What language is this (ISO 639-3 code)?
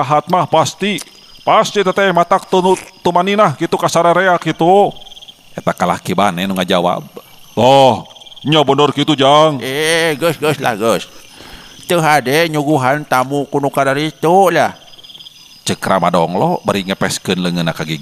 sun